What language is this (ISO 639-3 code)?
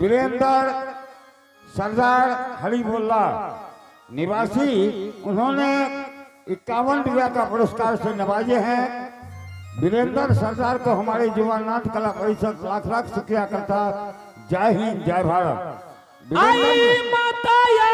anp